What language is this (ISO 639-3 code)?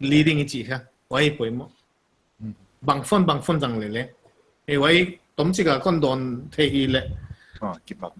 pck